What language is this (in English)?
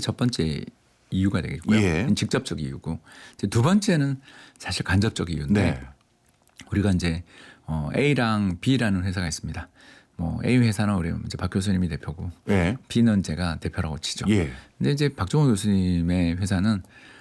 Korean